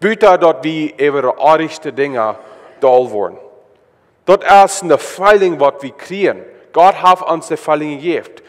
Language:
Plautdietsch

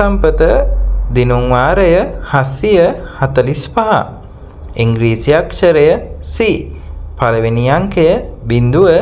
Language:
Sinhala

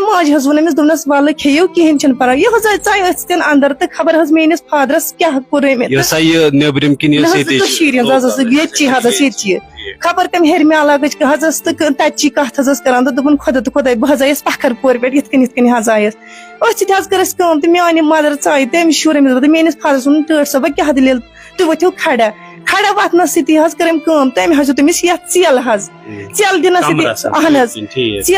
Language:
Kashmiri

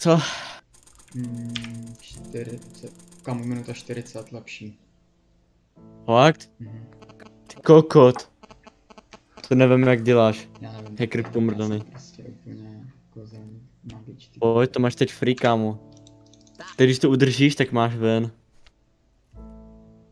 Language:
Czech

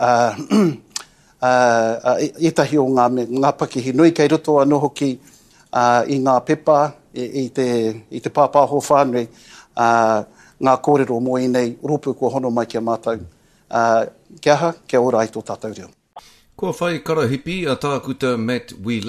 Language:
Māori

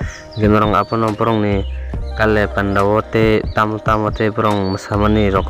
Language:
Kok Borok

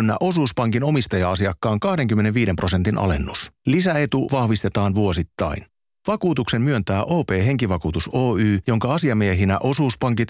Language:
Finnish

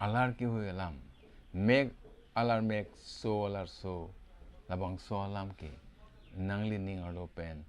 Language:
Karbi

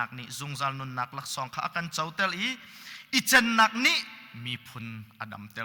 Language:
Hakha Chin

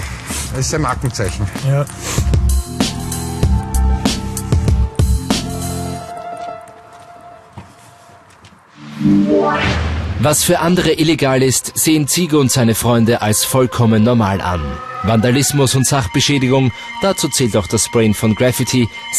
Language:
German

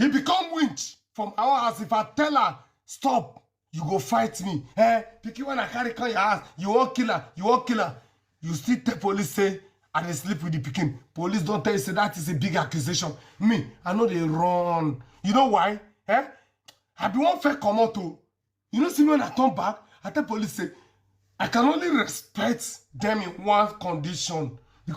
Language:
Nigerian Pidgin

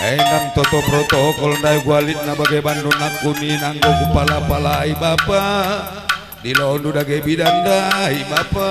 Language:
Batak Karo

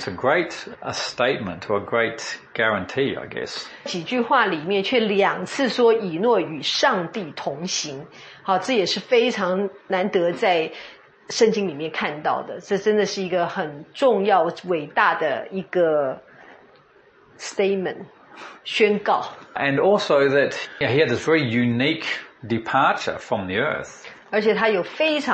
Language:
Chinese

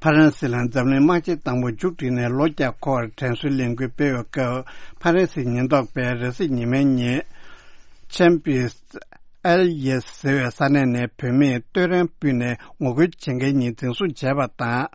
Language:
Tibetan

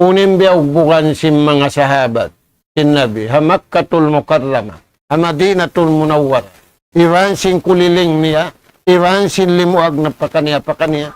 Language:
Tausug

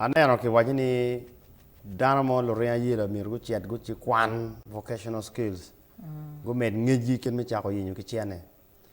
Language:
Acoli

